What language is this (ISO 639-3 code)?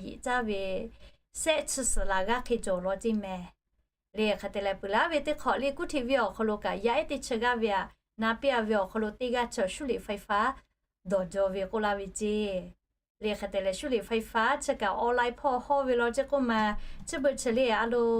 lhu